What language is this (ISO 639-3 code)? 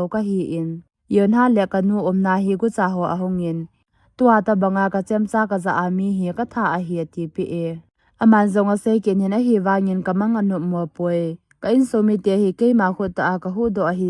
tcz